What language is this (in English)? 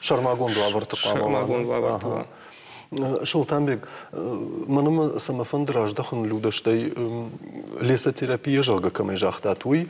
Ossetic